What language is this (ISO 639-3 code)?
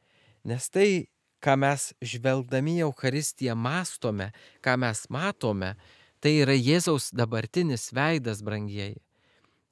lit